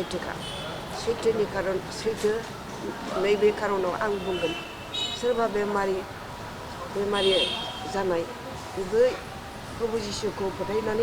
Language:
Bodo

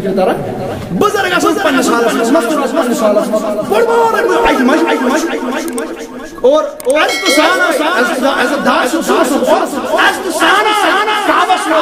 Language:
Kashmiri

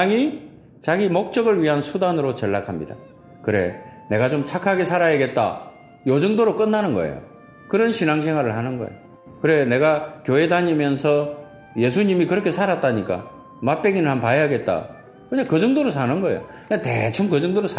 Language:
Korean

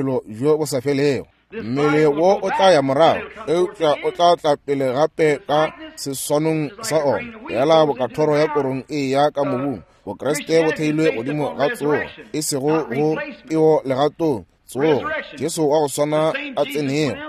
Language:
Northern Sotho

